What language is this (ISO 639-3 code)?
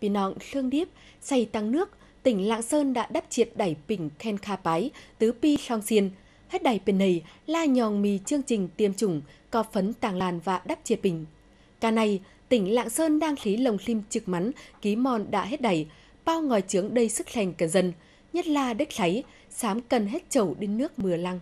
tyz